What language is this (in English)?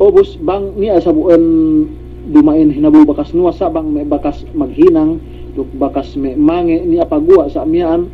Yakan